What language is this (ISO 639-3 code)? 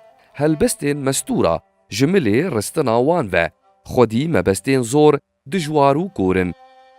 kur